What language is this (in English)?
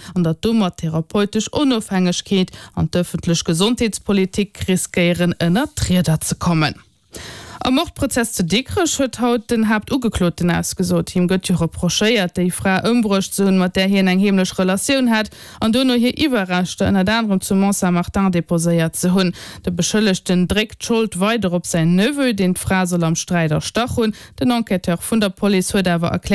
Luxembourgish